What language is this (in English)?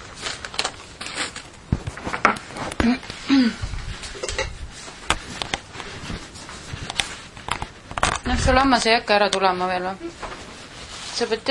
Estonian